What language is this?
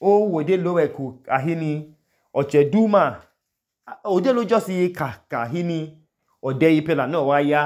Idoma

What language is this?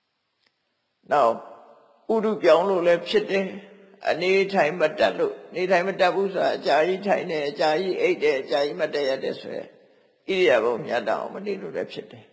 Burmese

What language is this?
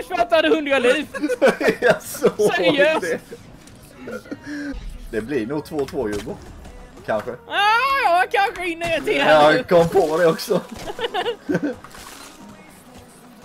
Swedish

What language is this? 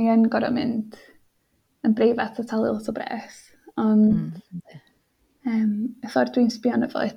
Welsh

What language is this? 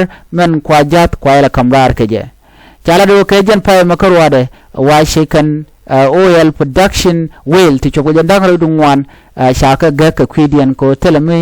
Nuer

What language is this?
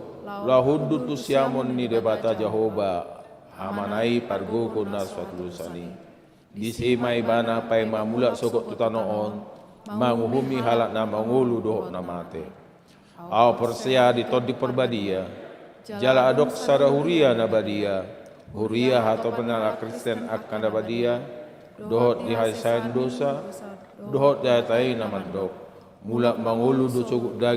Batak Toba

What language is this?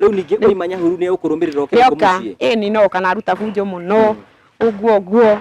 Kikuyu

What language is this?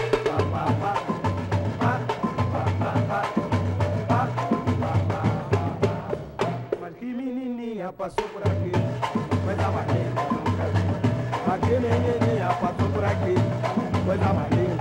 Portuguese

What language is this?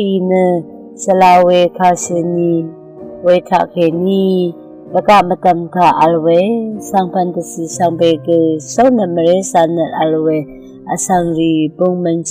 Rawang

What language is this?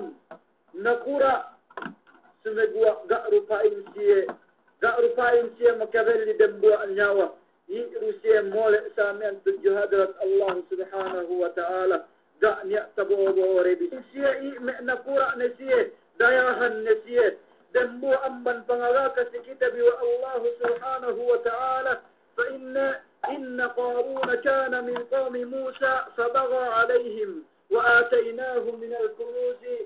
Yakan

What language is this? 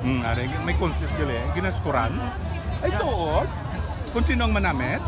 Hiligaynon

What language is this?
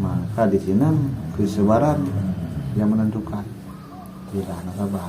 Achinese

